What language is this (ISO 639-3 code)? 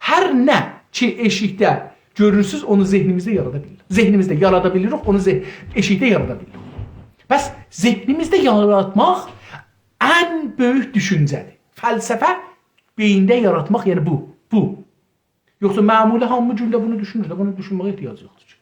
azb